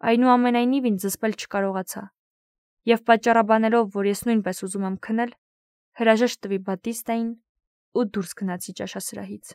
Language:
Armenian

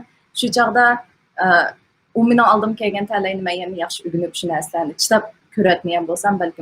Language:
Uyghur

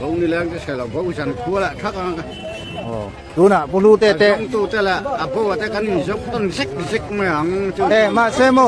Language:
Mizo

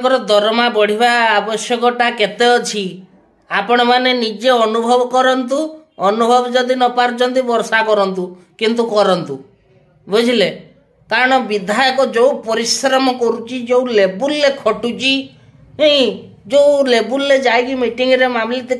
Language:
Odia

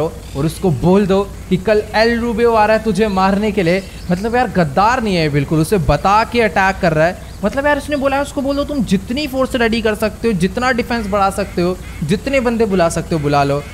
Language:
Hindi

